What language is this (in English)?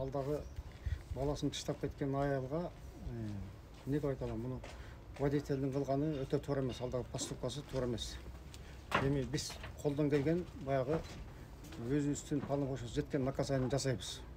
Kyrgyz